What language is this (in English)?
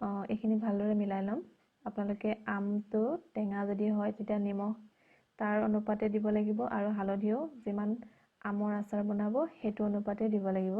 Assamese